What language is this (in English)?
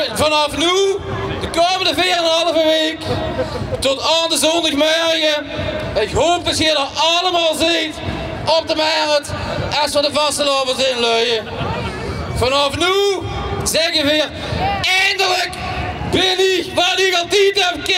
Limburgish